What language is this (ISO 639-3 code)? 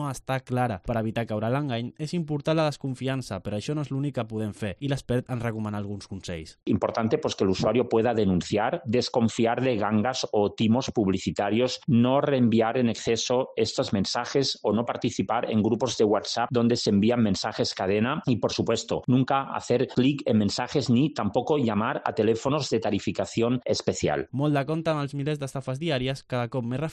cat